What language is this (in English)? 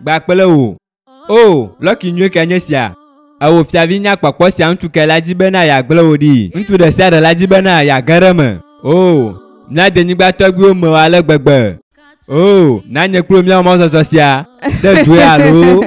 Ewe